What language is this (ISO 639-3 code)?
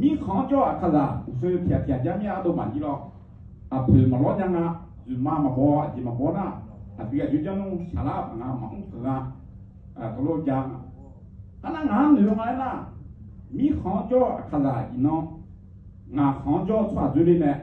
ahk